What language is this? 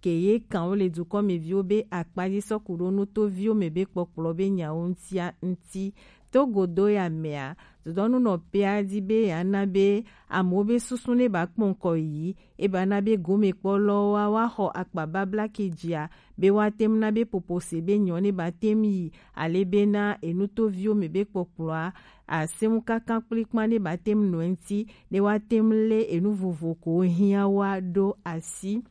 Gen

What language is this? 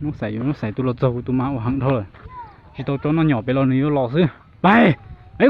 Hmong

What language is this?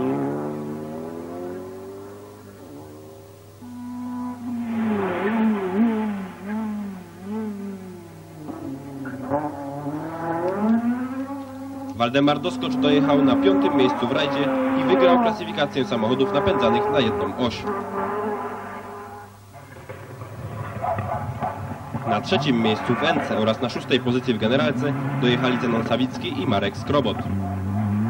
Polish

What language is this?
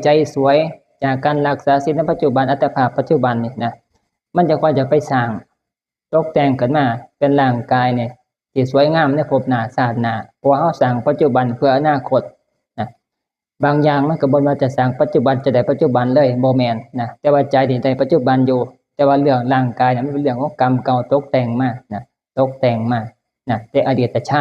Northeastern Thai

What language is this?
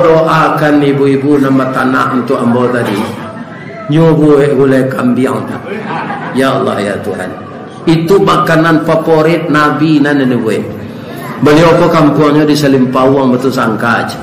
Minangkabau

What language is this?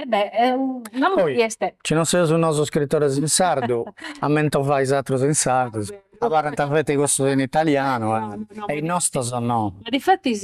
Sardinian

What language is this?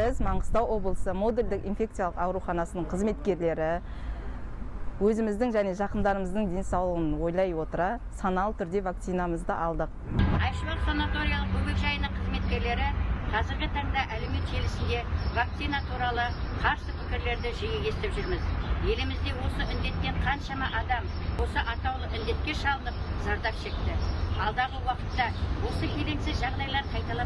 Kazakh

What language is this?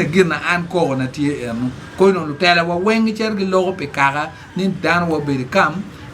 Acoli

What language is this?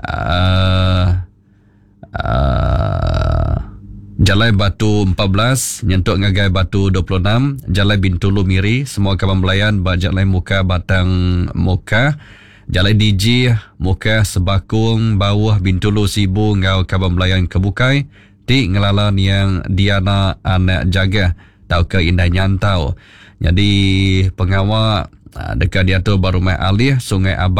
Iban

